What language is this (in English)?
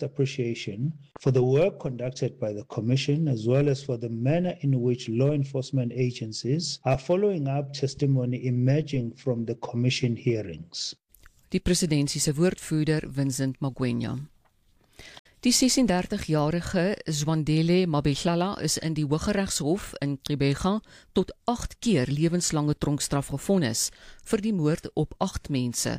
Afrikaans